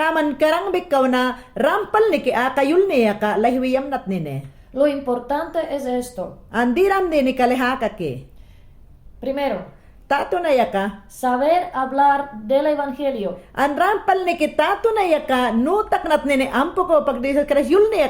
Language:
Mayangna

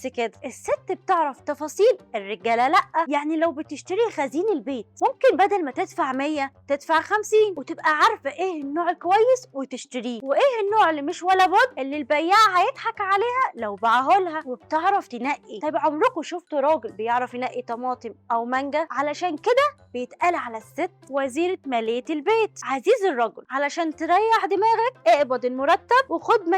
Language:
Egyptian Arabic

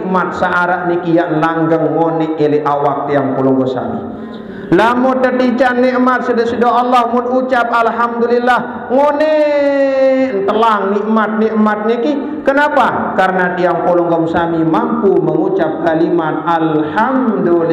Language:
Sasak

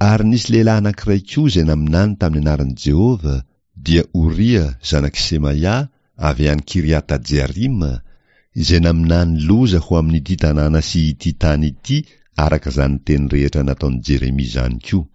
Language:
Malagasy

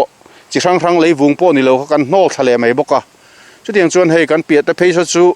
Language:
Mizo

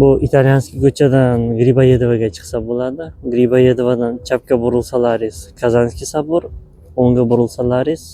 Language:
Uzbek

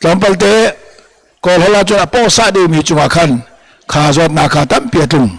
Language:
Hakha Chin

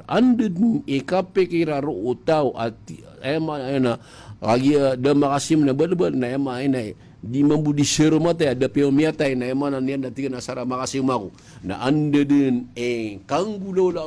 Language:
Maranao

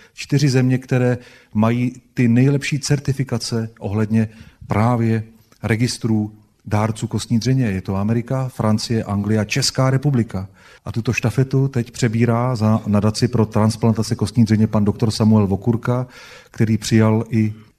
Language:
Czech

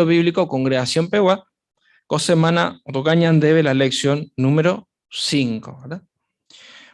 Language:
Guarani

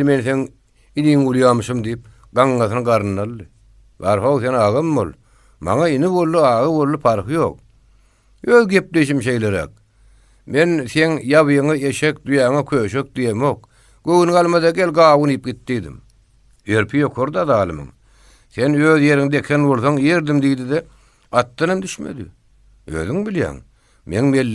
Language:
Turkmen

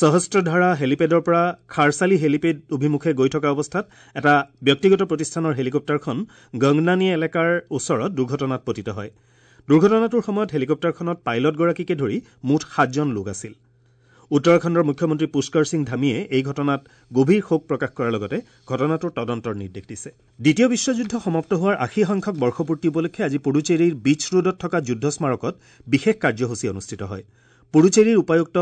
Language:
Assamese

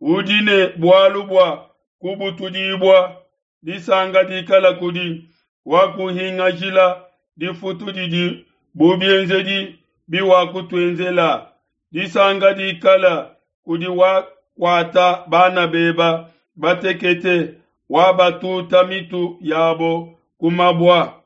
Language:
Luba-Lulua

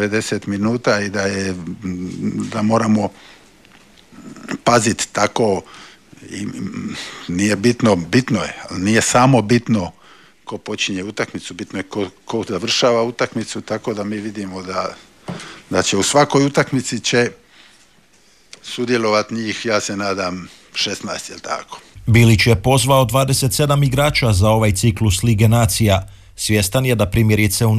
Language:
Croatian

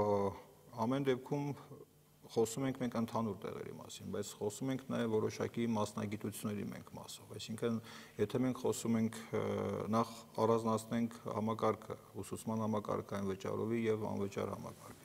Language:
Armenian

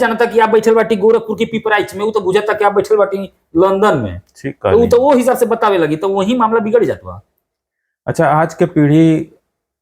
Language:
Bhojpuri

